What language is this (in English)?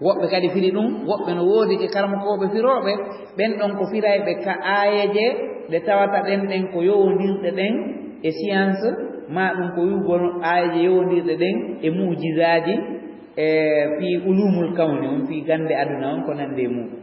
Fula